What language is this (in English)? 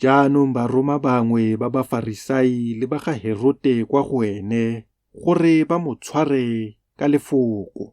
Tswana